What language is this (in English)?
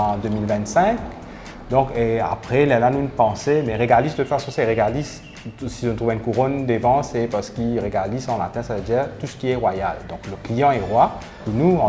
Morisyen